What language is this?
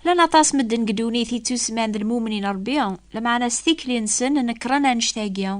Kabyle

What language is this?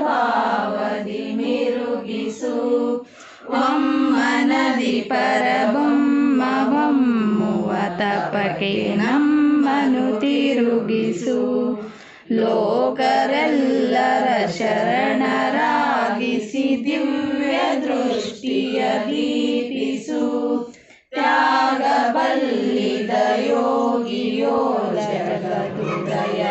Kannada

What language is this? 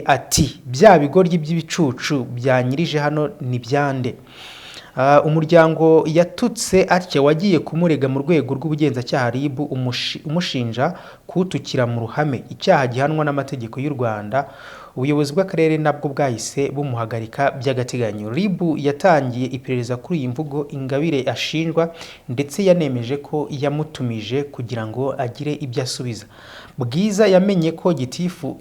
Kinyarwanda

